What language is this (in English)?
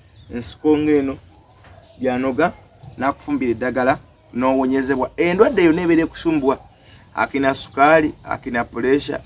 Ganda